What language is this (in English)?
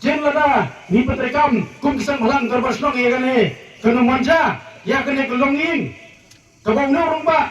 Khasi